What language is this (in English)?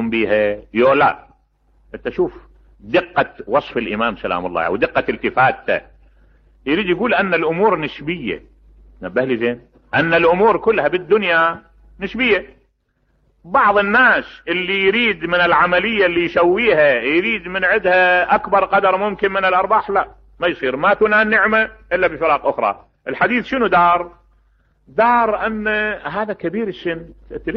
Mesopotamian Arabic